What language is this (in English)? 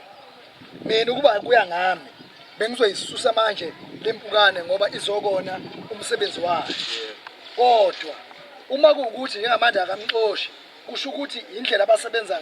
Zulu